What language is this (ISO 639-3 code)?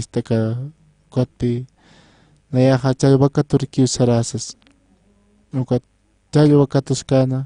aym